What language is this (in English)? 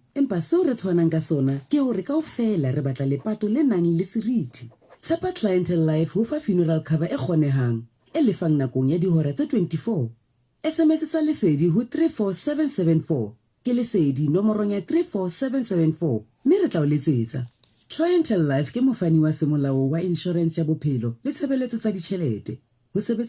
Southern Sotho